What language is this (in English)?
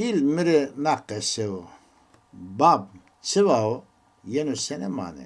Zaza